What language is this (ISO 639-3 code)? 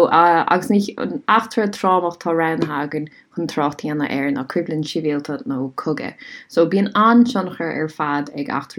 gle